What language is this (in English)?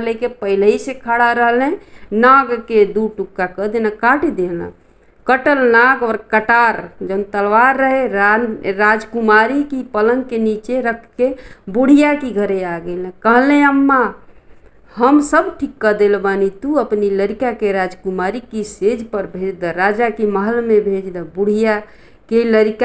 Bhojpuri